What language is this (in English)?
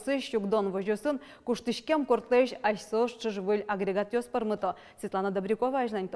Udmurt